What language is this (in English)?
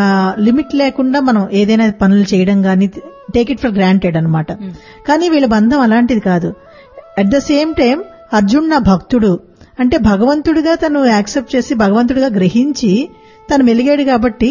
Telugu